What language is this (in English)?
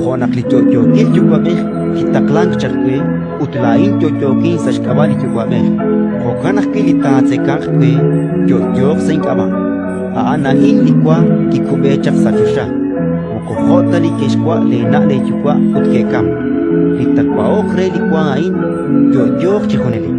Kekchí